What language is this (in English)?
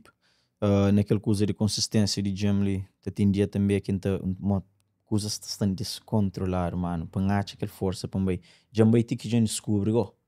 Kabuverdianu